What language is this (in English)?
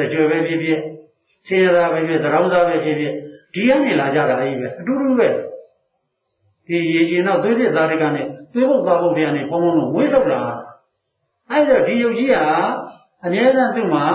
Burmese